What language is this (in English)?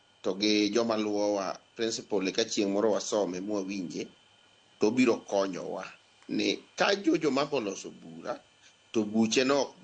Luo (Kenya and Tanzania)